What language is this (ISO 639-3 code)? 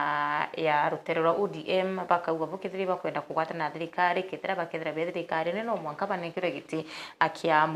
mer